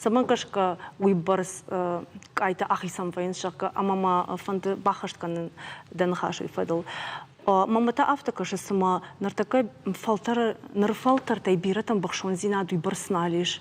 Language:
Ossetic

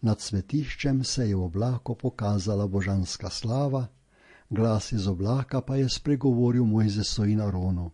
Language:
Slovenian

